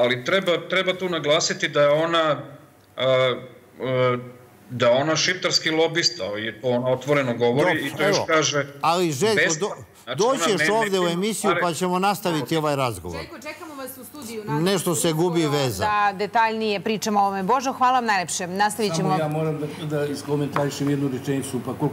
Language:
Serbian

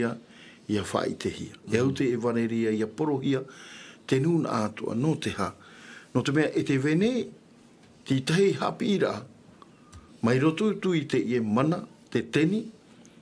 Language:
Tahitian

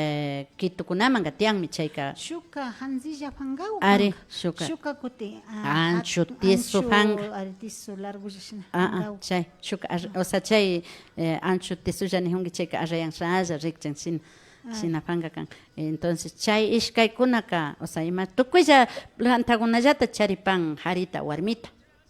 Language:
Imbabura Highland Quichua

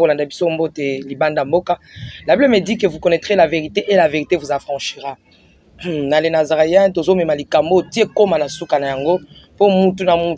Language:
Lingala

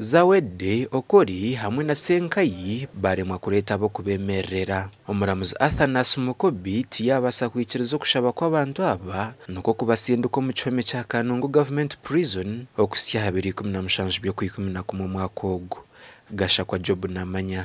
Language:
Nyankole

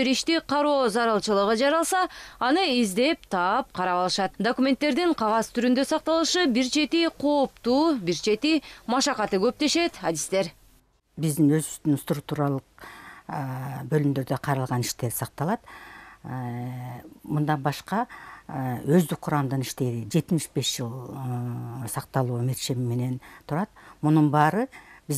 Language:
Kyrgyz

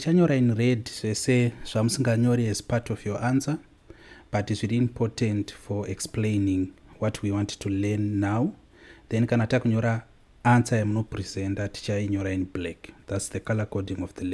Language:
Shona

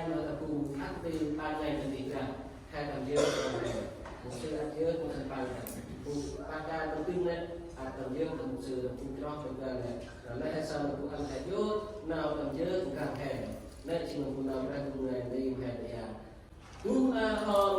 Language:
Central Mnong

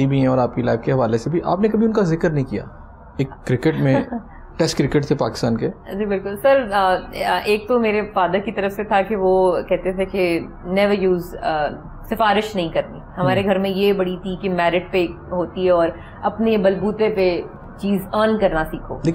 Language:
Urdu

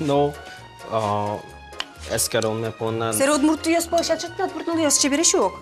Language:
Udmurt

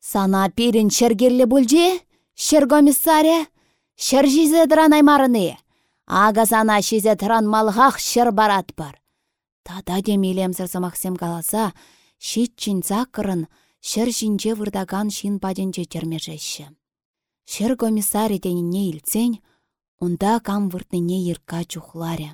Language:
Chuvash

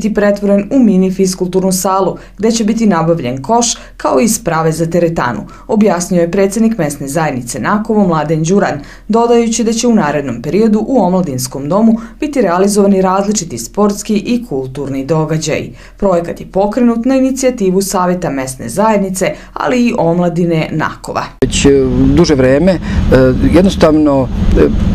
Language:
Serbian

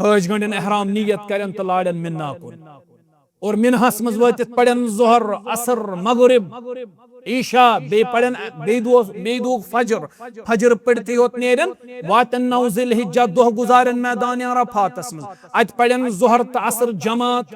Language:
Kashmiri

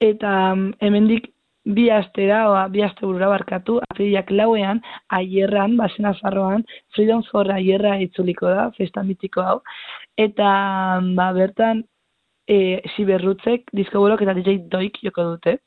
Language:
Basque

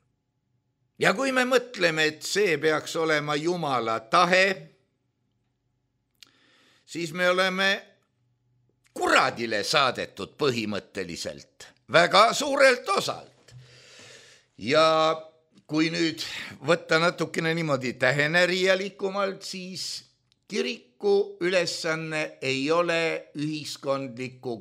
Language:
Estonian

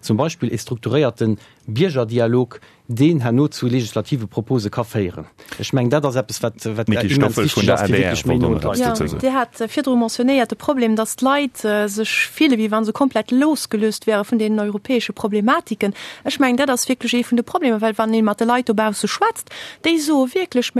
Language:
Luxembourgish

